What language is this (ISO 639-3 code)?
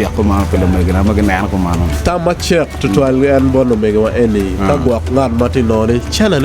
ach